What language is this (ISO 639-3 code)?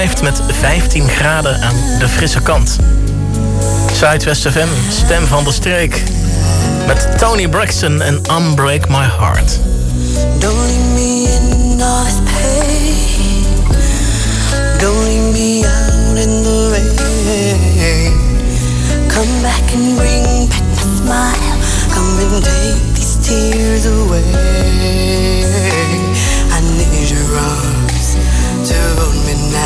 nld